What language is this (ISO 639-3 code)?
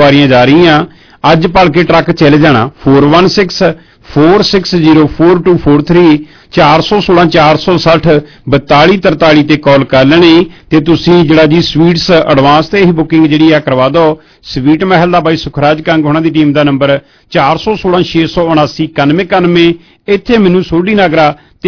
pan